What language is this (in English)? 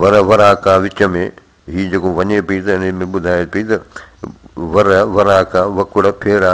Sindhi